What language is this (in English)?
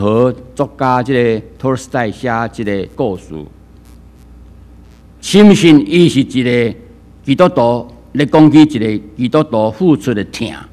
Min Nan Chinese